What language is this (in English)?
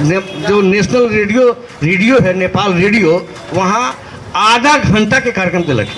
Magahi